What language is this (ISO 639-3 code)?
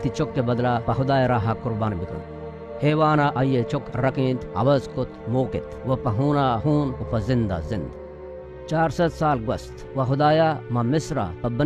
bal